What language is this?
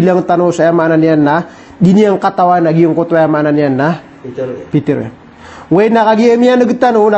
Maranao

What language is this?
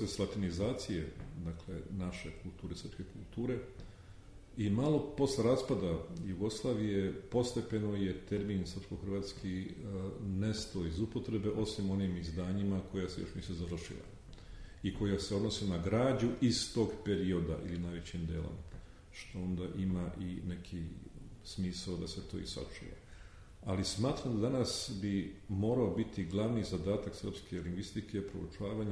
Serbian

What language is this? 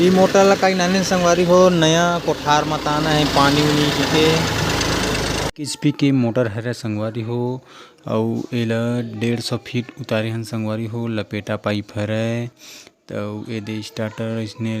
Chhattisgarhi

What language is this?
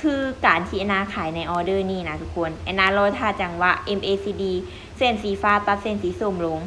Lao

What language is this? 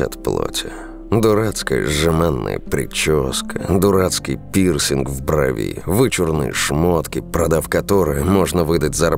Russian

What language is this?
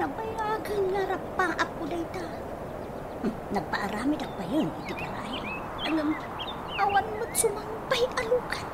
Iloko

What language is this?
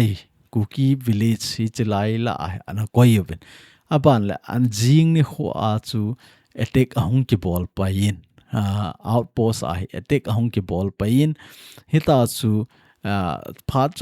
Thado Chin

